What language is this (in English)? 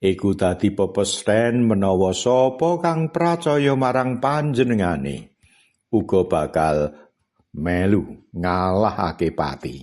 Javanese